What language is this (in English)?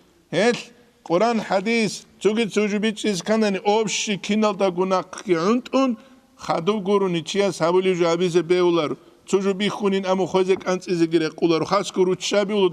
Avaric